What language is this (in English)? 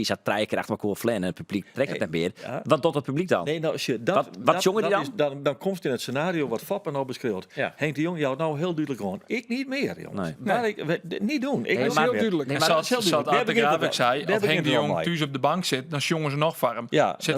Western Frisian